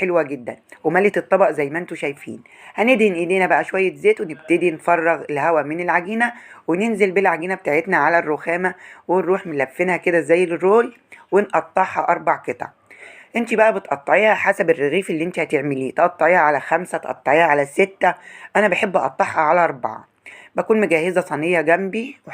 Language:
Egyptian Arabic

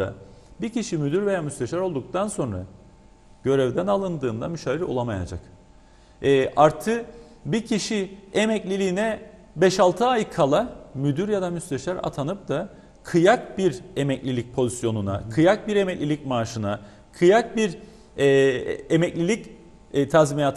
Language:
Turkish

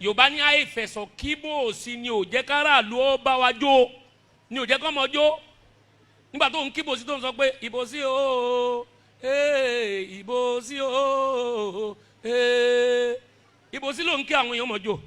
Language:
Yoruba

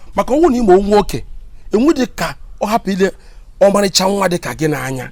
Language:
Igbo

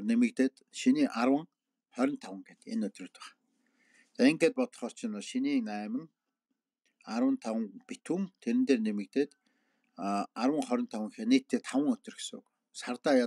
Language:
Mongolian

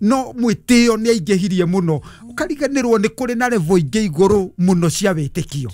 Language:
Kikuyu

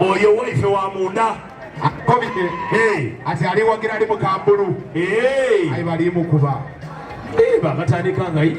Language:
Soga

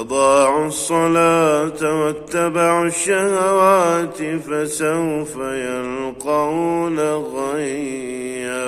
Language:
Kurdish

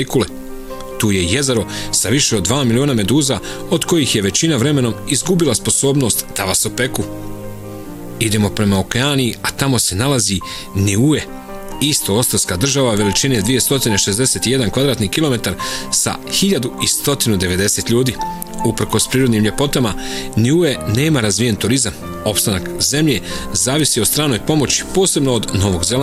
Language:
Bosnian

